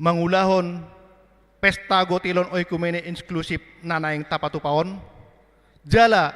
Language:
Batak Toba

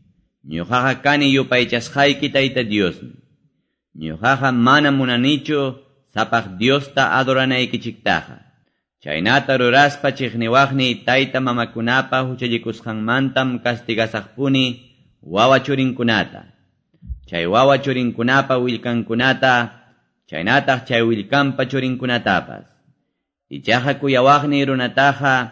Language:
Quechua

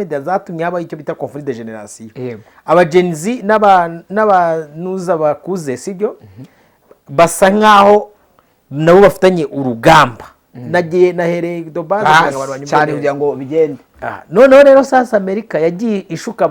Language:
Kinyarwanda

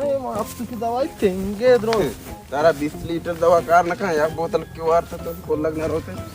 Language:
Baluchi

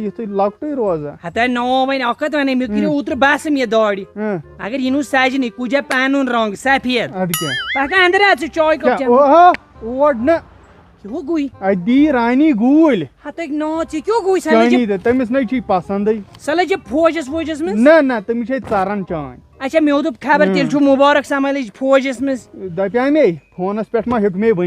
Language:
Kashmiri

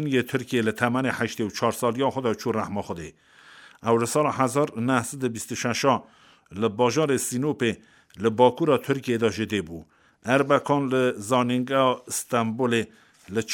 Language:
Kurdish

